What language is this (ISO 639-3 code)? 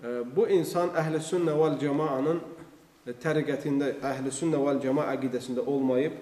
aze